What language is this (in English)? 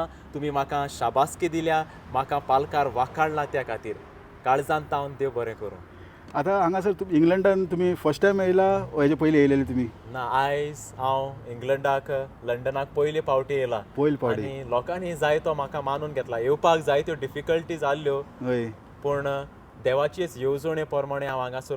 Konkani